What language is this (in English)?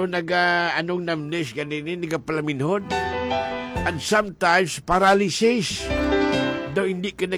Filipino